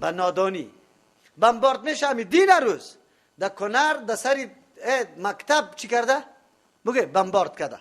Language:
Persian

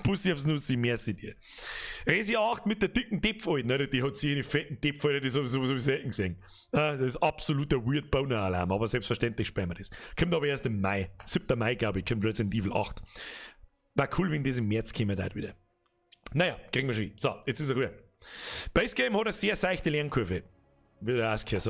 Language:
Bavarian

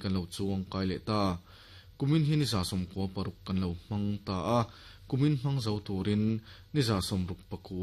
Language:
Mizo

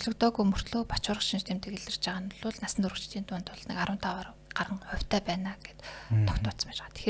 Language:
Mongolian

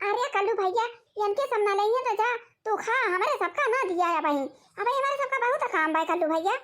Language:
Awadhi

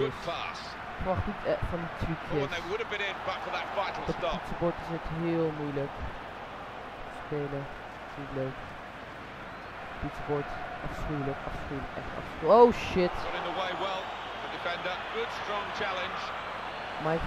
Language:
Dutch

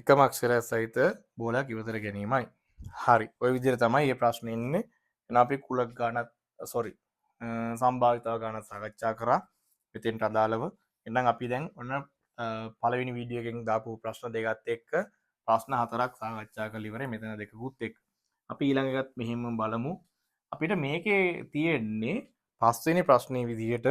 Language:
Sinhala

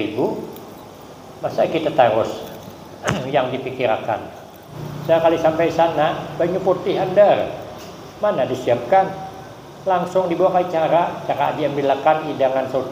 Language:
Banjar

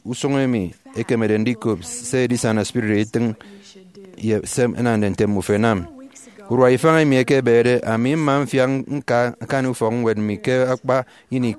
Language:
Efik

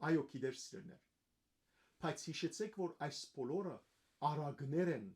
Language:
Western Armenian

